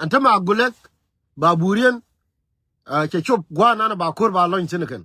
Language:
Nuer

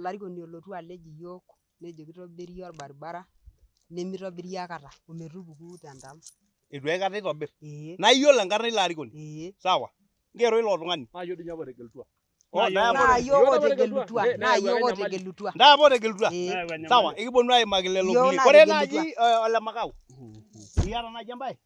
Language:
Masai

